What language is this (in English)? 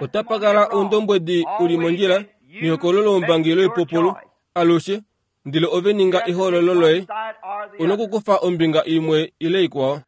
Kuanyama